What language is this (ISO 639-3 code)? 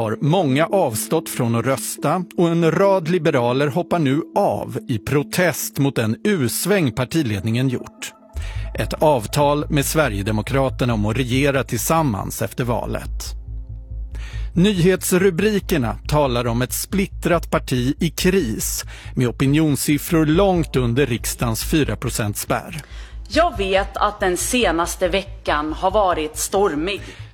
swe